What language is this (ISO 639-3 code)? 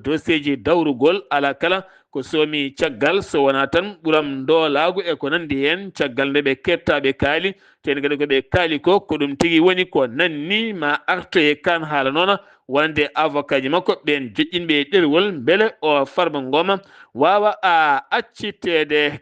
ful